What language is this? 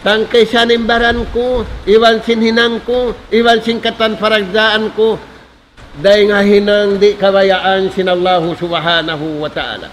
Tausug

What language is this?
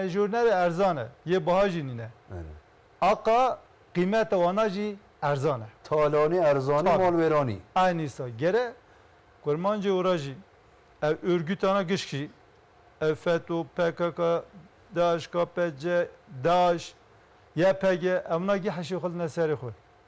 Zaza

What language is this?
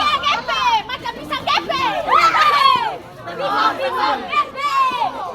Ambonese Malay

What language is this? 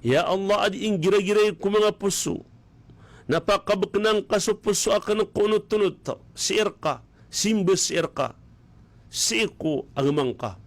Maranao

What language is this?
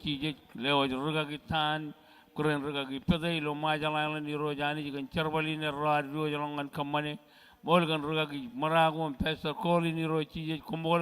Marshallese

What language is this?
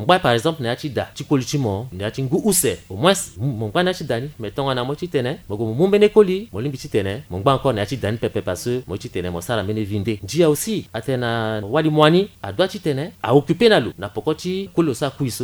Sango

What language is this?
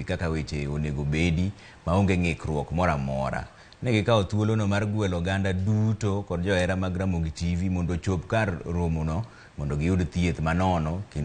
Luo (Kenya and Tanzania)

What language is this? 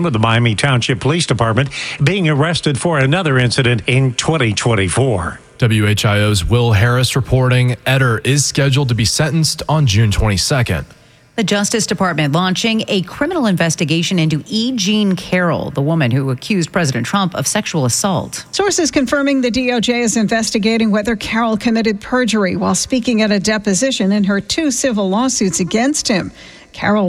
English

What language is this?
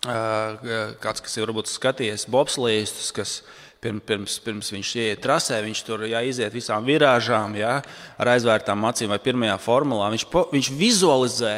Latvian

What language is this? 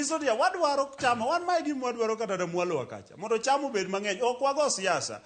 Luo (Kenya and Tanzania)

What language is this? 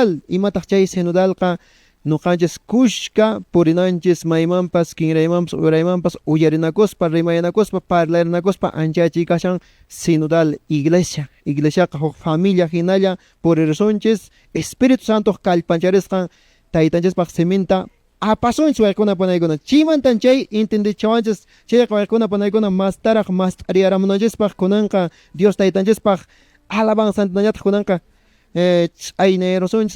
Quechua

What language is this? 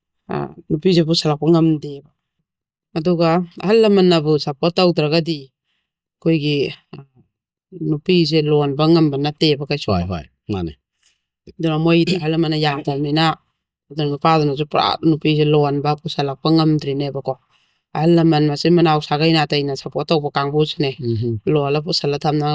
Manipuri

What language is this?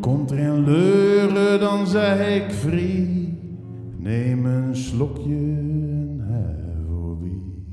Zeelandic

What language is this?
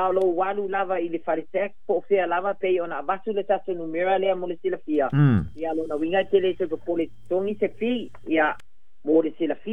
Samoan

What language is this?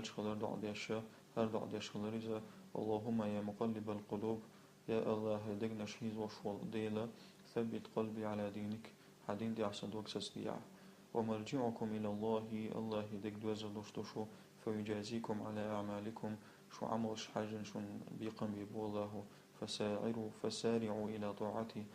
Chechen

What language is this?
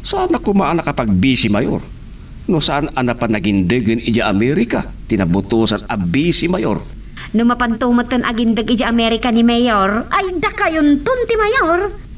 Iloko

